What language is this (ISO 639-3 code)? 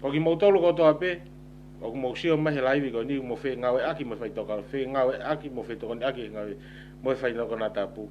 ton